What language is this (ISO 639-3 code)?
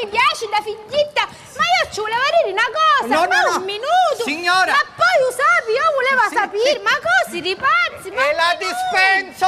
scn